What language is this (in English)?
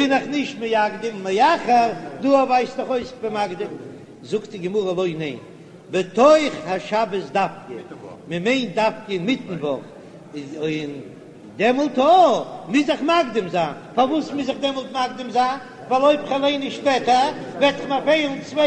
Yiddish